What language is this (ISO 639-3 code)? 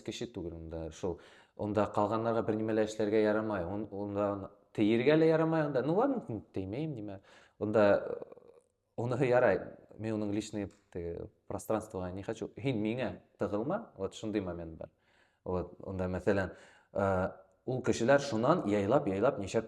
bak